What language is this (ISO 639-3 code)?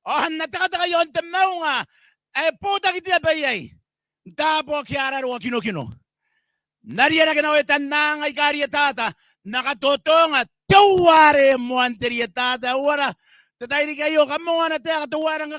gil